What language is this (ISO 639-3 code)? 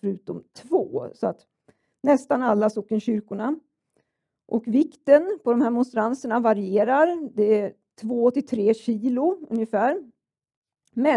swe